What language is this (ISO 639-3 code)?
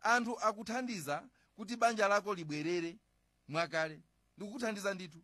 nya